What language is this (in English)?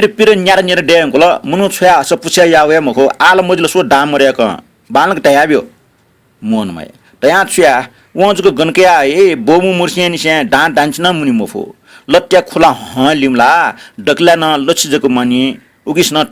Newari